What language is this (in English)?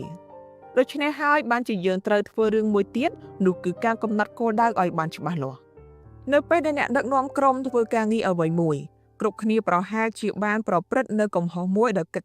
Khmer